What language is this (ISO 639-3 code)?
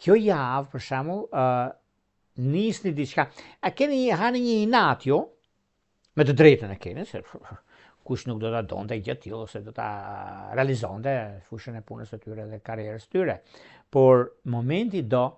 sqi